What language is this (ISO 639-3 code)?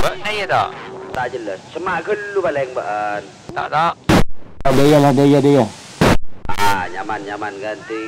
mad